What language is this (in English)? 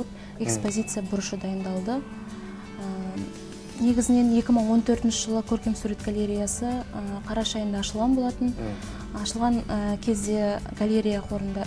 Kazakh